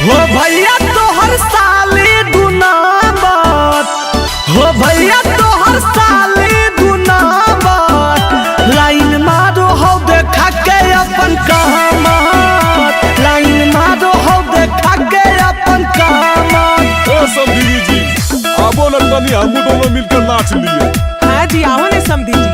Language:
Magahi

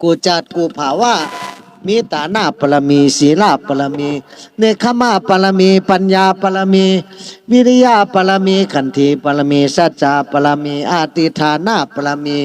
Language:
Shan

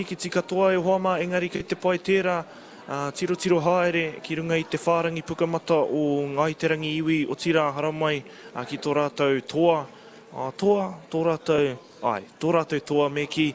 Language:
Māori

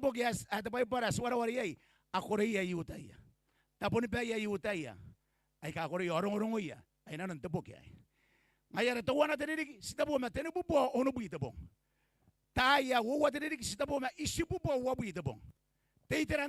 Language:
Gilbertese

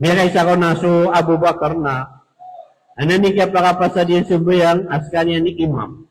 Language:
Maranao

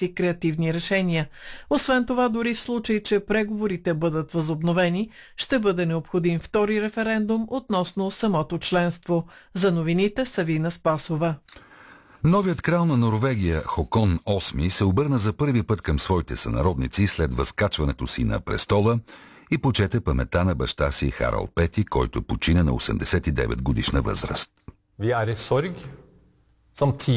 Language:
Bulgarian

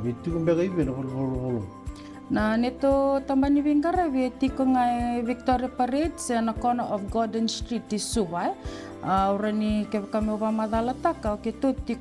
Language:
Fijian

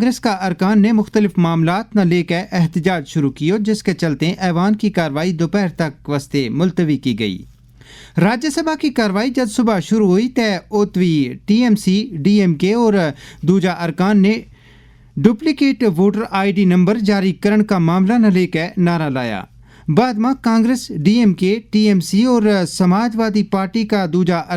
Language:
Gujari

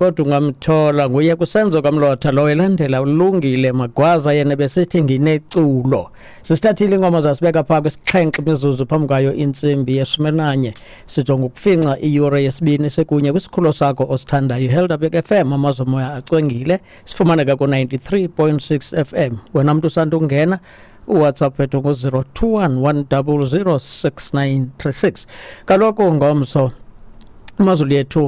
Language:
Xhosa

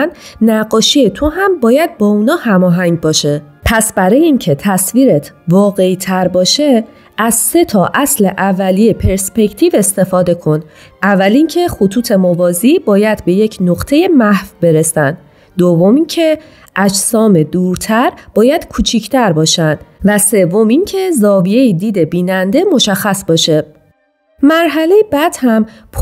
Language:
Persian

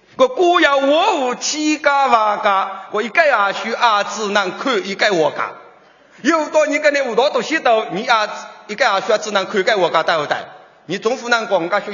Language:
Chinese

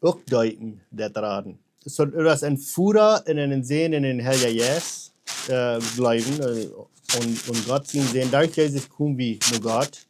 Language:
Plautdietsch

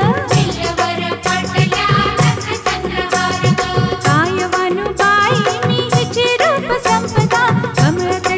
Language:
Marathi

